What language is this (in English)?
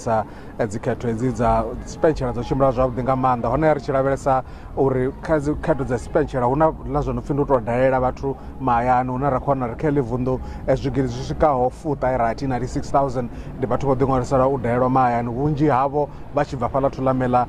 Venda